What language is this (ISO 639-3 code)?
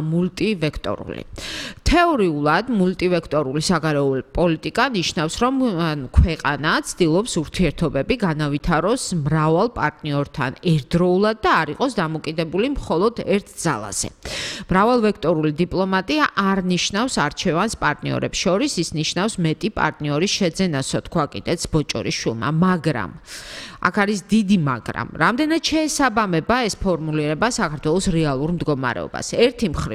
kat